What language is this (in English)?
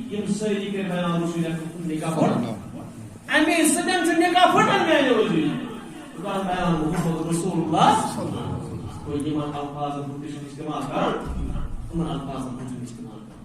Kashmiri